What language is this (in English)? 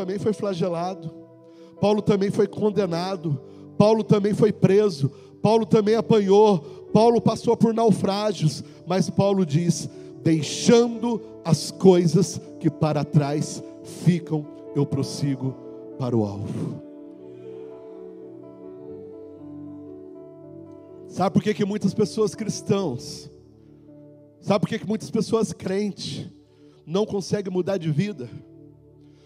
Portuguese